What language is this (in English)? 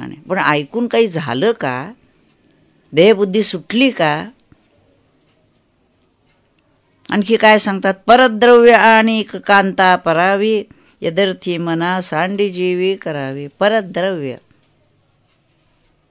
Marathi